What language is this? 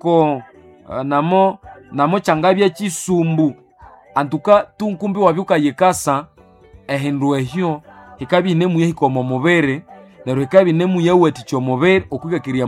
Nande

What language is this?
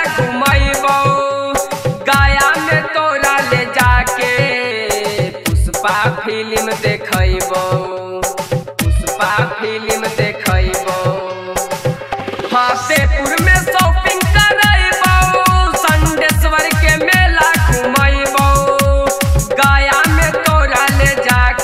Magahi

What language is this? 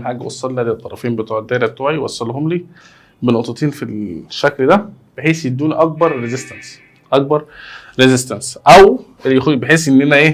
Egyptian Arabic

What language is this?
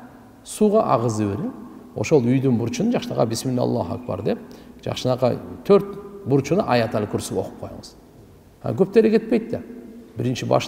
Kyrgyz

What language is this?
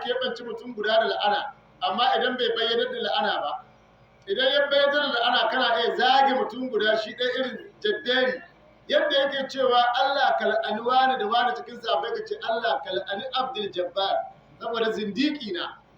Hausa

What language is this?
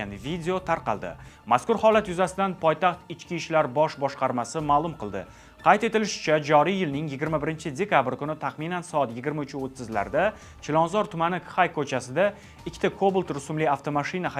Uzbek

